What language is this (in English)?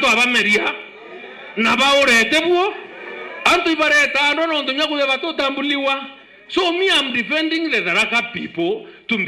Meru